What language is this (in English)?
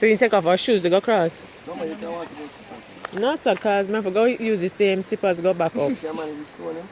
Jamaican Creole English